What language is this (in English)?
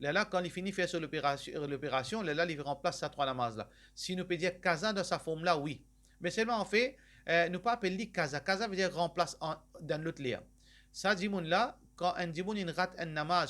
Morisyen